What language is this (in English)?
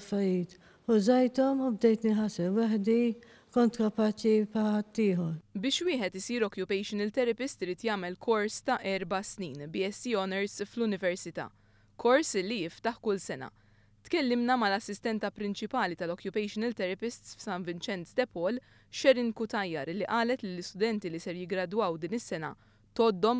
Maltese